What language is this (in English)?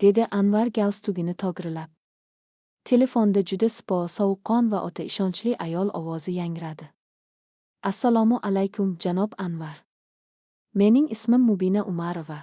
Uzbek